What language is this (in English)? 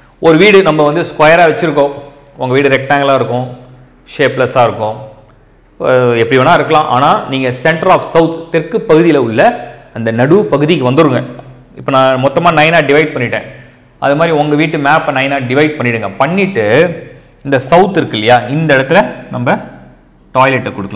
Tamil